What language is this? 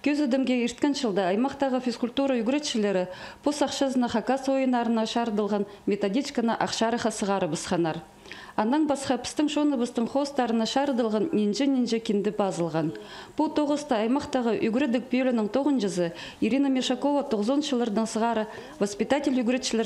Khakas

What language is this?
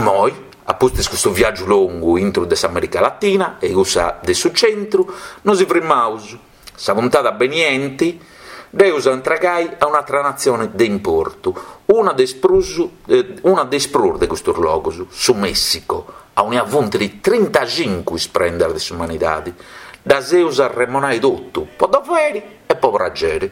Sardinian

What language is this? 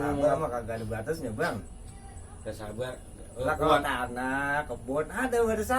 Betawi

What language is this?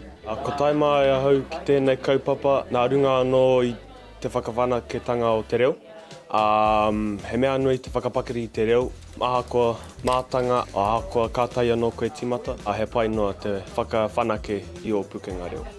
Māori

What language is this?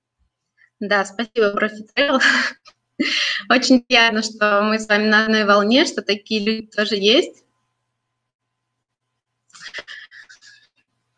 Russian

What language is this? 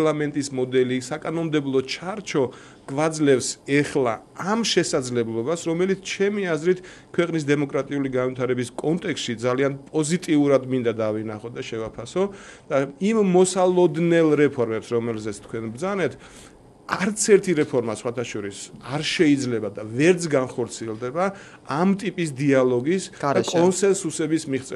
Georgian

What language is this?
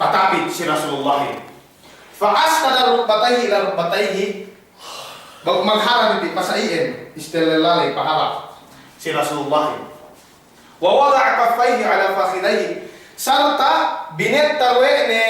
Yakan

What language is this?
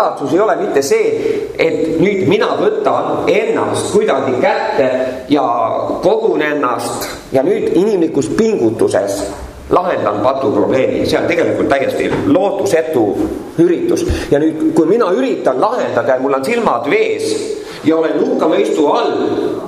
Estonian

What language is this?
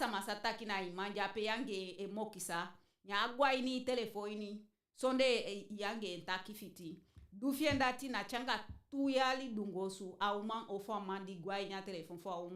Eastern Maroon Creole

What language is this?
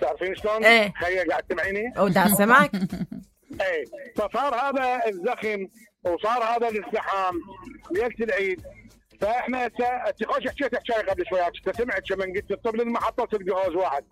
Mesopotamian Arabic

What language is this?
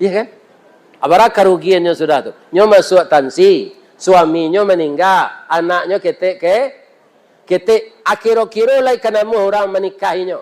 Minangkabau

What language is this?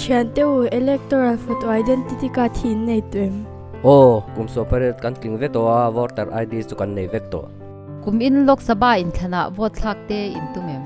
Mizo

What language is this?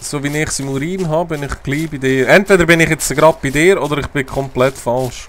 Swiss German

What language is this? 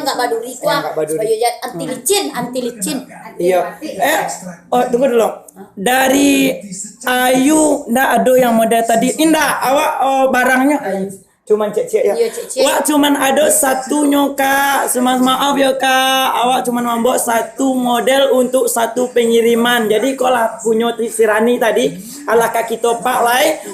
Minangkabau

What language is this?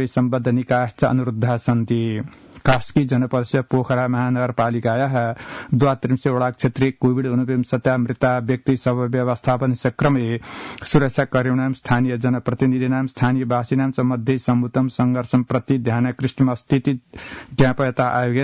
Sanskrit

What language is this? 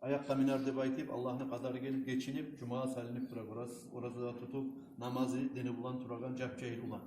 Kumyk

